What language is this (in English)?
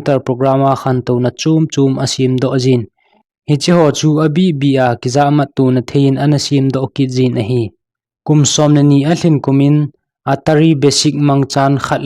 Thado Chin